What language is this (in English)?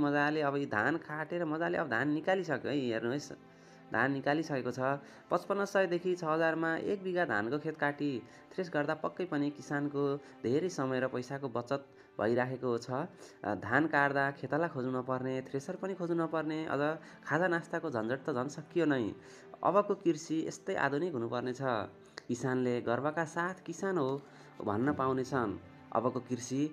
Nepali